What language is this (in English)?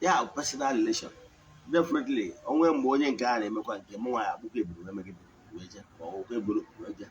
Igbo